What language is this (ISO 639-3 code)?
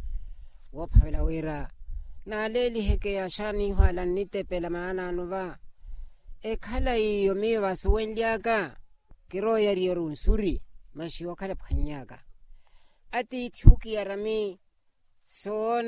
vmw